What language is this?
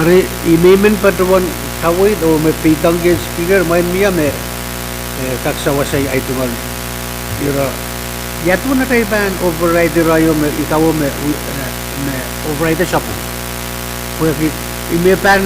Pohnpeian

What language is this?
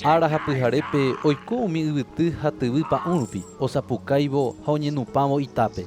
Guarani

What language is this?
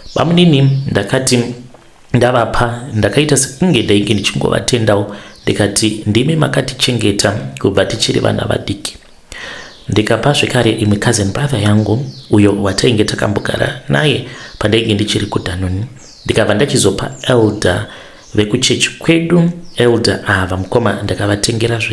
Shona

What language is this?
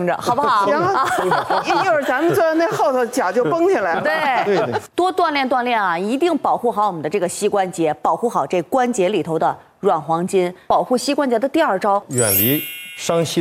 Chinese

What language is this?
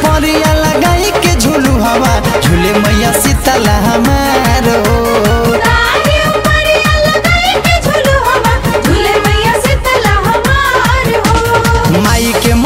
Bhojpuri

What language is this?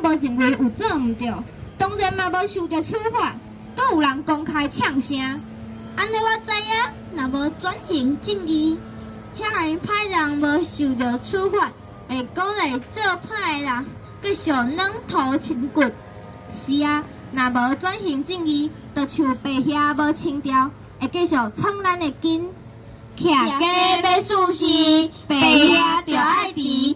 Min Nan Chinese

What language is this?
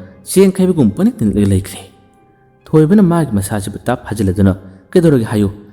Manipuri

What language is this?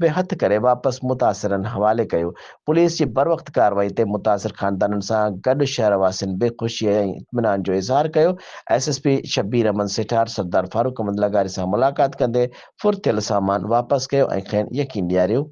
Sindhi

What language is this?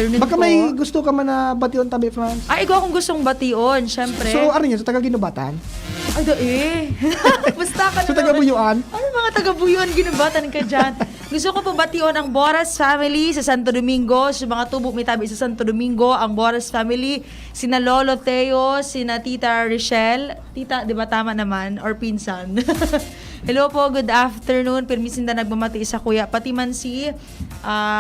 Bikol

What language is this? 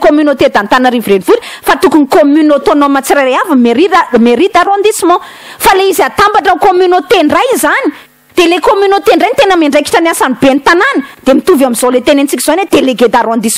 Malagasy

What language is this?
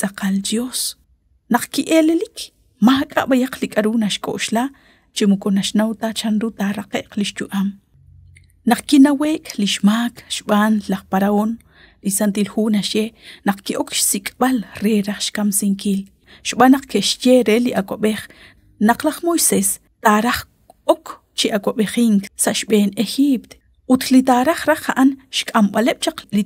Kekchí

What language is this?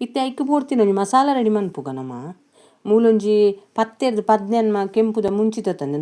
Tulu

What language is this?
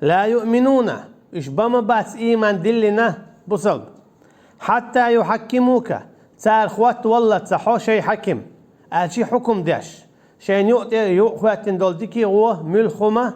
Chechen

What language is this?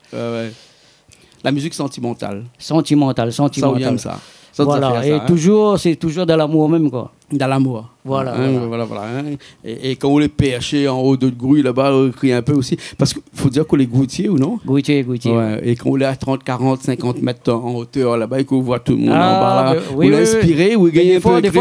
Réunion Creole French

